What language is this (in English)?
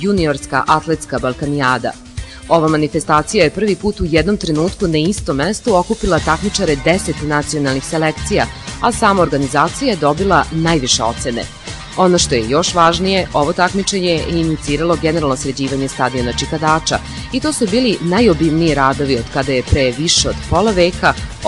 Serbian